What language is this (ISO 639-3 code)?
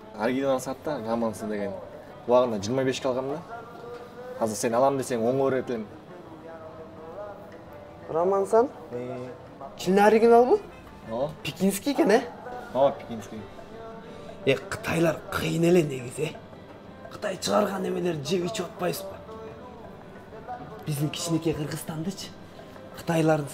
kir